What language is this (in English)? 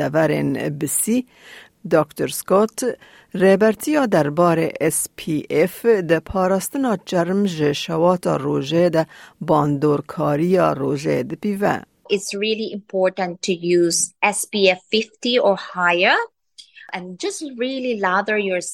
Kurdish